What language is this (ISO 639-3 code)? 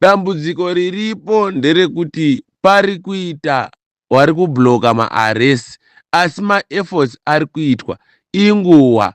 sna